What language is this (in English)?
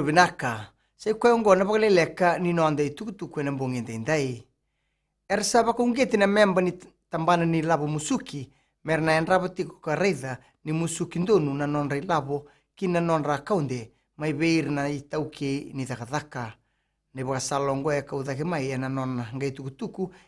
Fijian